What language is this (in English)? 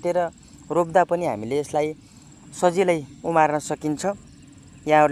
Nepali